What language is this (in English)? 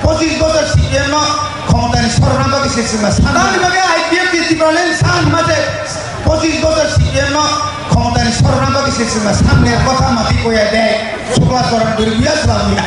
Kok Borok